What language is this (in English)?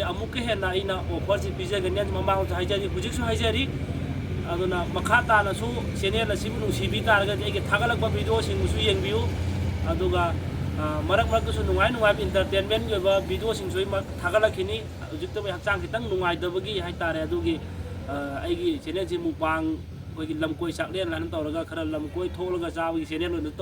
Manipuri